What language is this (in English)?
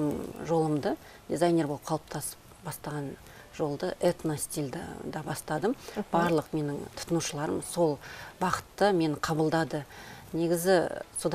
Kazakh